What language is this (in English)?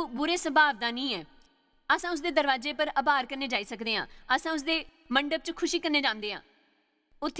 Dogri